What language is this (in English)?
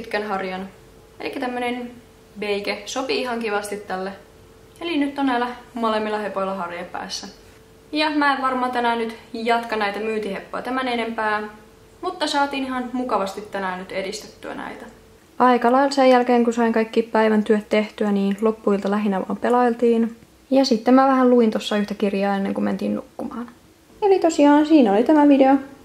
Finnish